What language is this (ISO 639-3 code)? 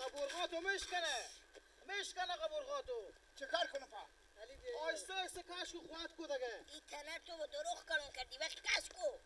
fas